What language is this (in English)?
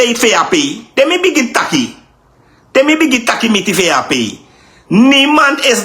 Sranan Tongo